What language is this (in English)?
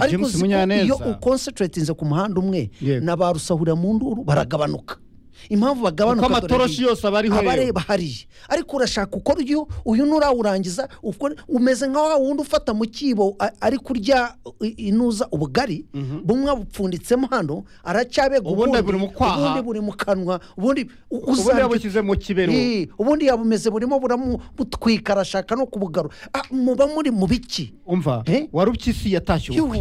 Kinyarwanda